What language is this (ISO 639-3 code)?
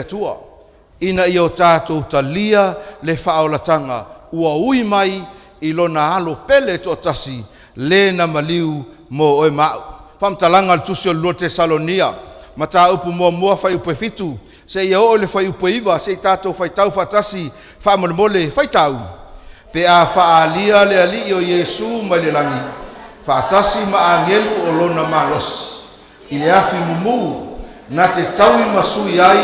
smo